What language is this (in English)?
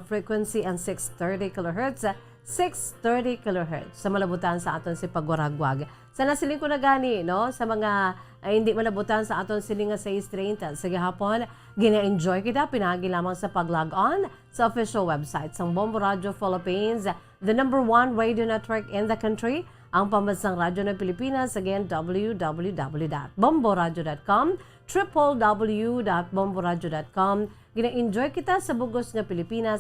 Hiligaynon